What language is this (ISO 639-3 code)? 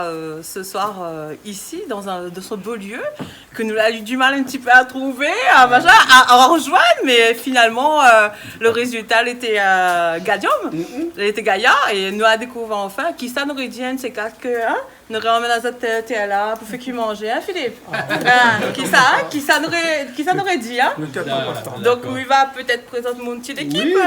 rcf